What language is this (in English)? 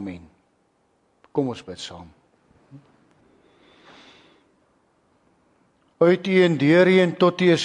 Afrikaans